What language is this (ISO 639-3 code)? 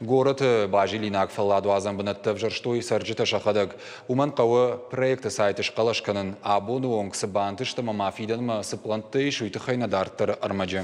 oss